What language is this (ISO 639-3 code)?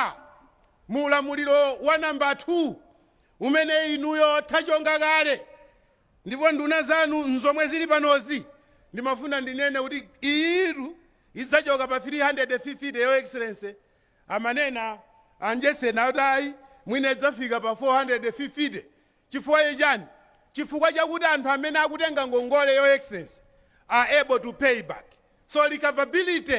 nya